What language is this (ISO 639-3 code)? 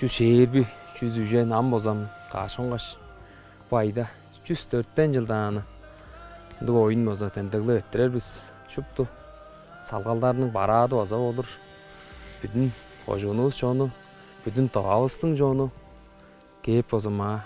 tyv